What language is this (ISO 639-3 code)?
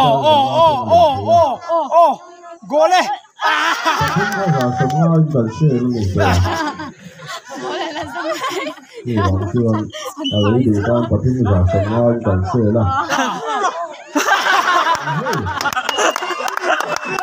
vie